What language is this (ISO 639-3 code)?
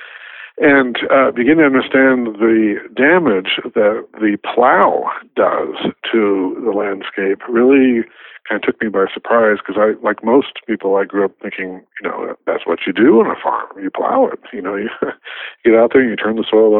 eng